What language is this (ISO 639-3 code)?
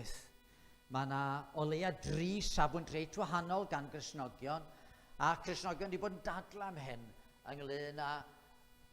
cym